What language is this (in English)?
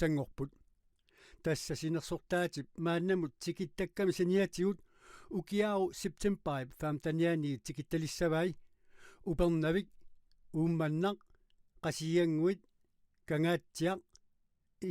Kalaallisut